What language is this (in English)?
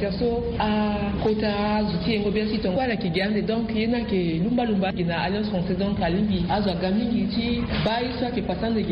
Sango